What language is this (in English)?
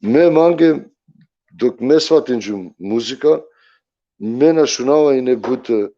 Balkan Romani